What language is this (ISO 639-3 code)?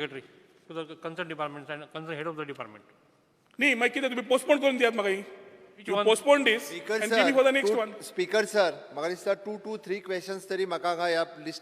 kok